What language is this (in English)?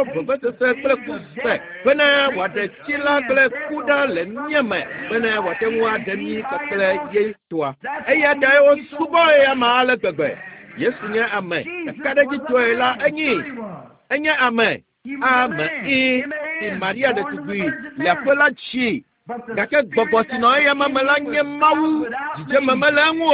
Ewe